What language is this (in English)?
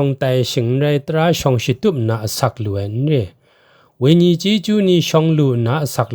Kachin